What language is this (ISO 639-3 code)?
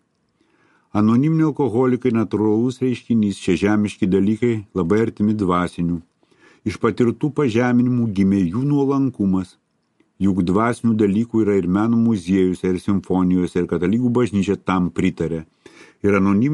lit